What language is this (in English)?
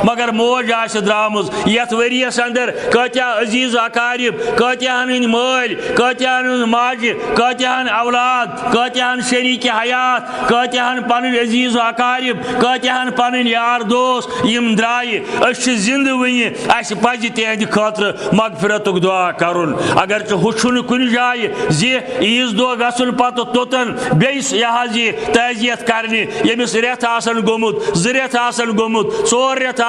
Kashmiri